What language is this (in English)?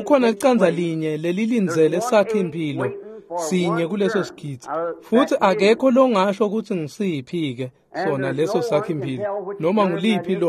Swati